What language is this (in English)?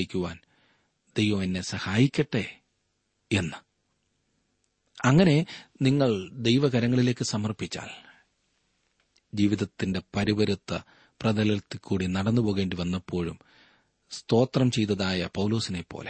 Malayalam